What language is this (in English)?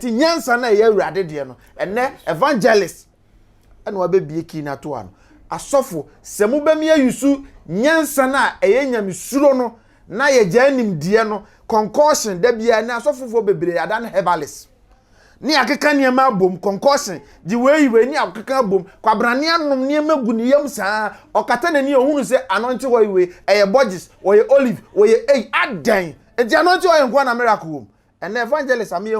Akan